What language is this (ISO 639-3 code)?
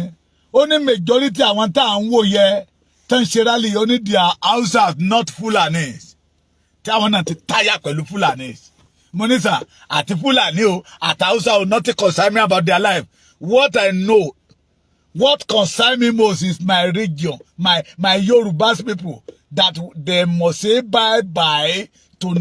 yor